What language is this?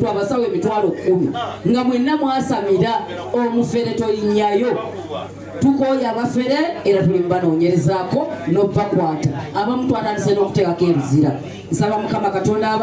Ganda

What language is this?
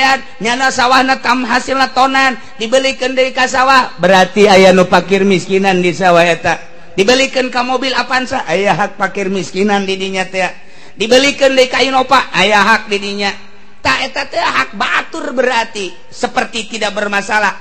Sundanese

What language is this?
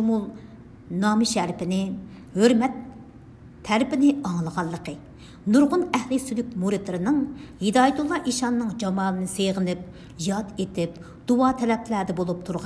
Uyghur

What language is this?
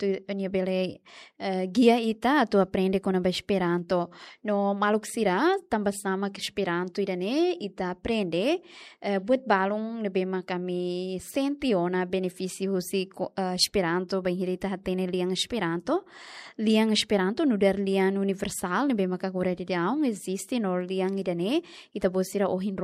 Tetum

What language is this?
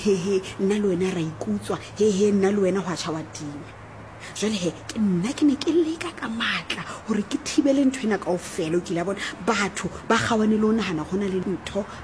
Southern Sotho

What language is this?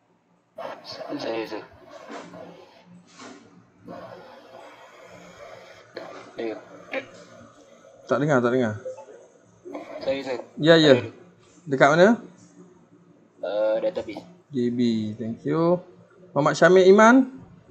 Malay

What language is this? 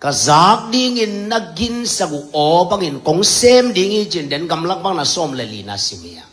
Tedim Chin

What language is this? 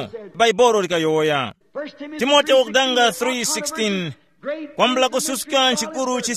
Tumbuka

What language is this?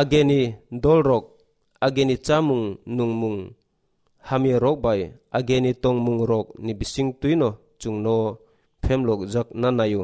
Kok Borok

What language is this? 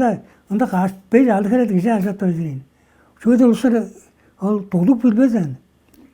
Tuvinian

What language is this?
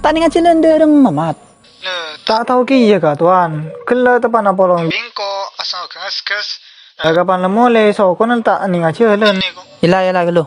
Madurese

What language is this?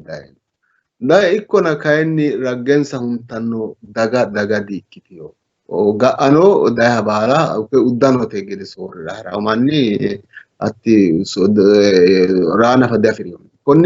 Sidamo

